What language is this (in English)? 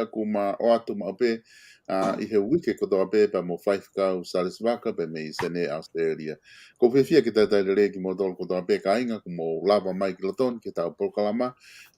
Tongan